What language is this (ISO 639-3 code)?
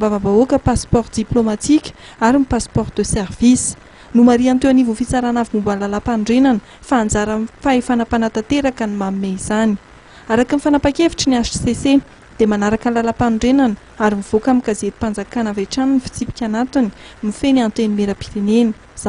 mlg